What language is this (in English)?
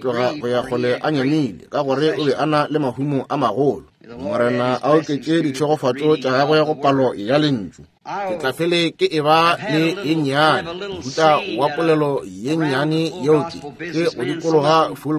Northern Sotho